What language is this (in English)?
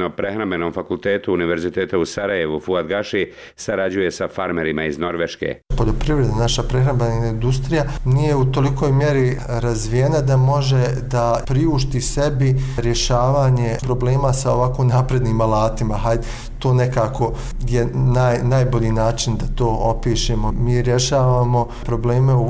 Bosnian